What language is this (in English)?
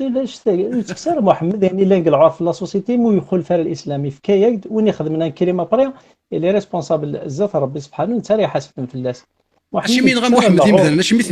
Kabyle